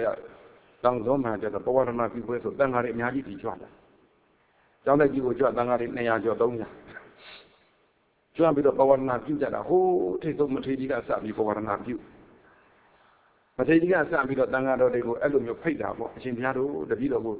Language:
Burmese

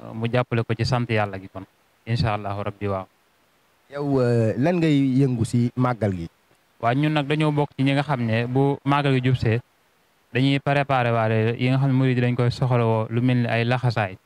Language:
Wolof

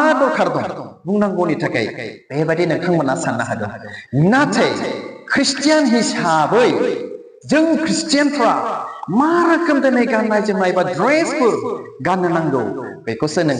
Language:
Bodo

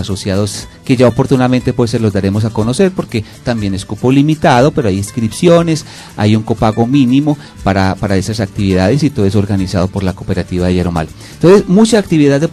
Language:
Spanish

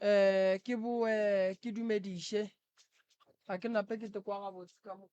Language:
Northern Sotho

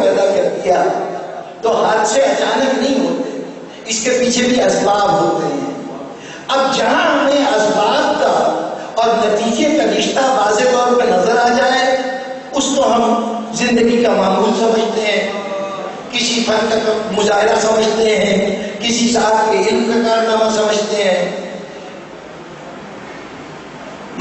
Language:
Urdu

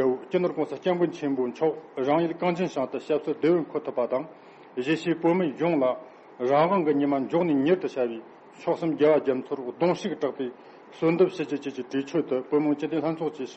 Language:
Tibetan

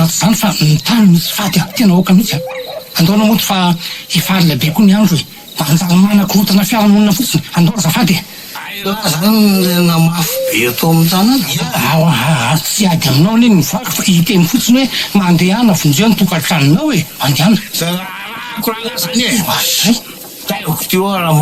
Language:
Malagasy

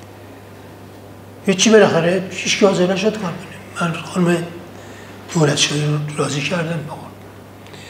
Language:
Persian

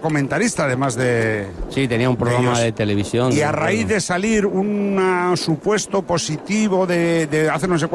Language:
Spanish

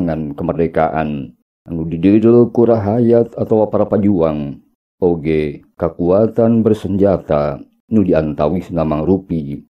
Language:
Sundanese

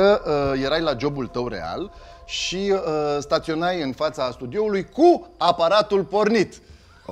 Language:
Romanian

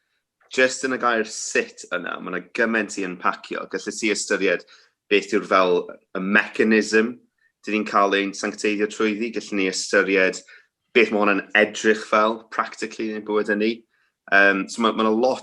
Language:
Welsh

